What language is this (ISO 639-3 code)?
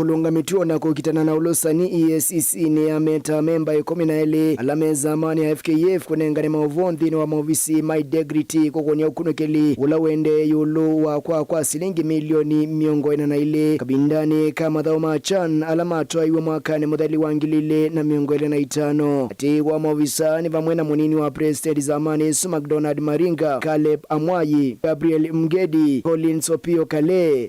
kam